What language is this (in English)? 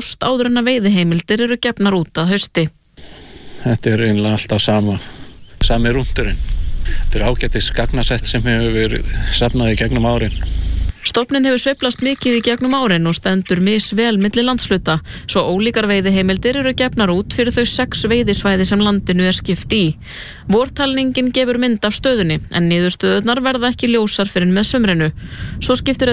Icelandic